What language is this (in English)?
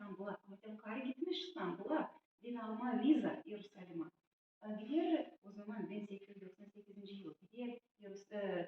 Gagauz